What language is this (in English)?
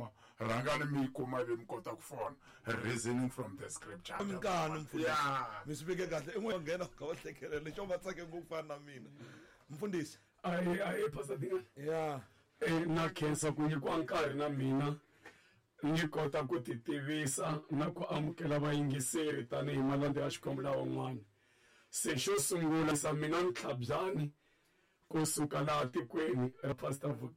Tsonga